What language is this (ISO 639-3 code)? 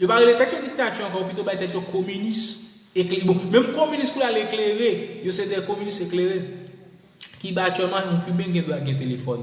hat